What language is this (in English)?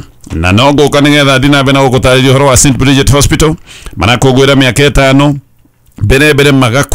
Kikuyu